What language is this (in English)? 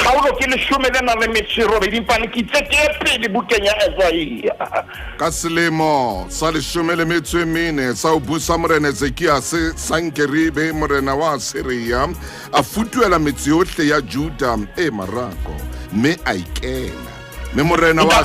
Southern Sotho